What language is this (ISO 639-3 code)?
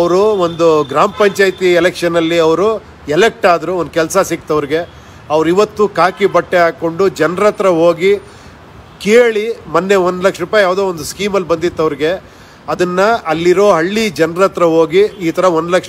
kan